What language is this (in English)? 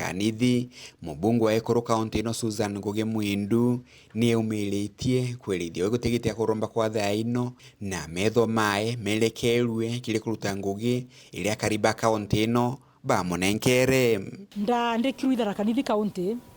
Meru